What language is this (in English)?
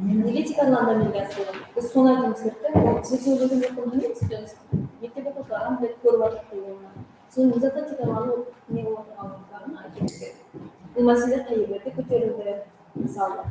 Kara-Kalpak